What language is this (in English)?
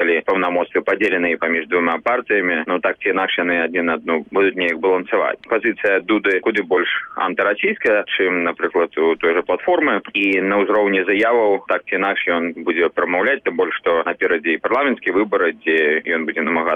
Belarusian